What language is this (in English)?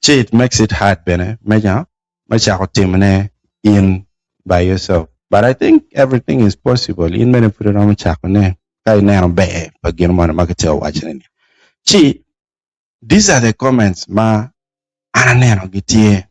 Acoli